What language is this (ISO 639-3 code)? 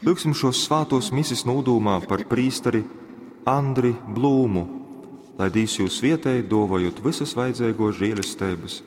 ltg